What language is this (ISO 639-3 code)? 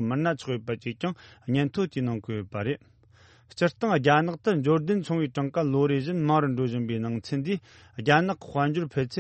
bod